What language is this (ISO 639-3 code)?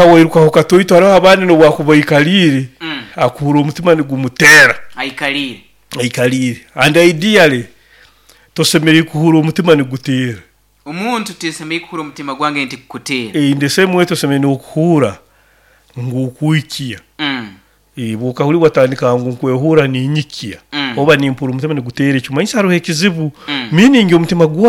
nyo